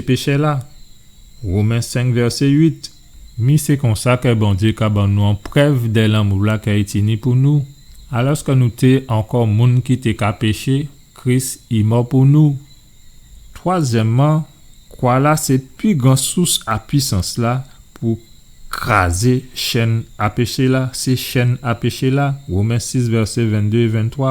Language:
Guadeloupean Creole French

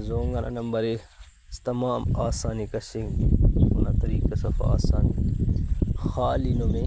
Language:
Brahui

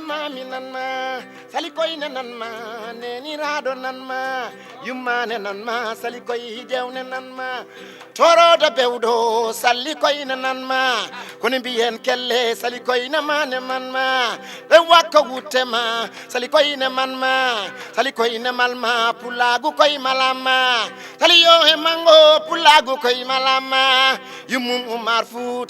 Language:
Fula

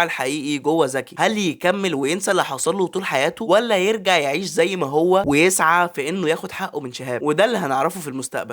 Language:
Egyptian Arabic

